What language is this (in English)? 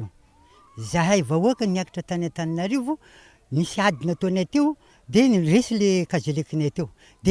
Malagasy